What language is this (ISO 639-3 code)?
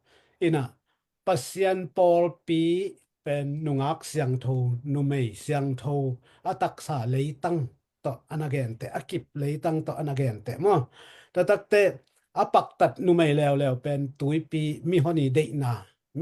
ctd